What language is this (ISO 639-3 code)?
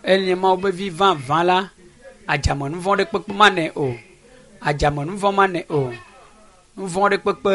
ewe